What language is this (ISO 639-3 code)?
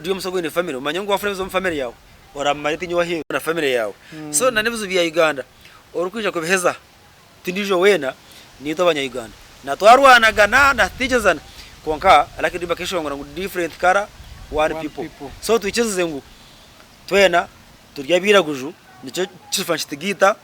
nyn